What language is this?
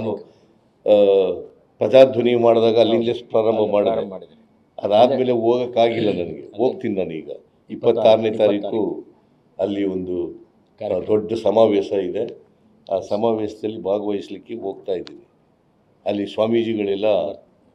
Kannada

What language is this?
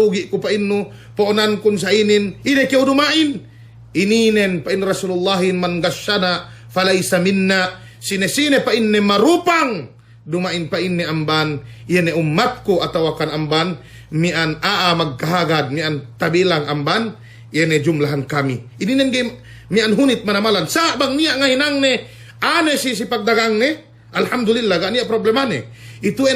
Yakan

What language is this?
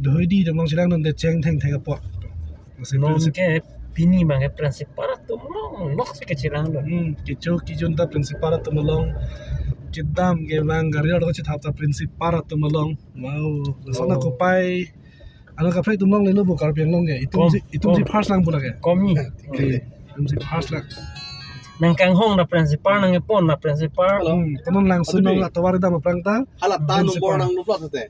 Karbi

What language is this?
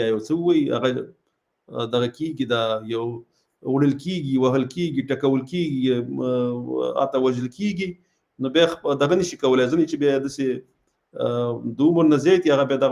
Pashto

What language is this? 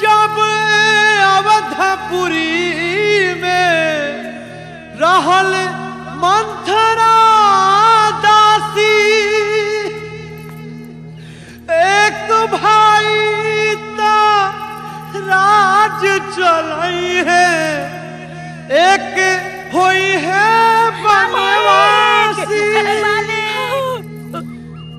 Bhojpuri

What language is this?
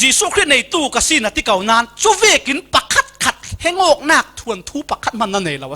Falam Chin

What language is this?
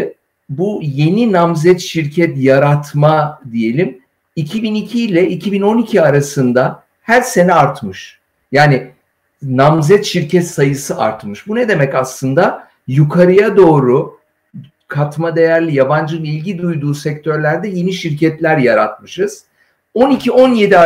Turkish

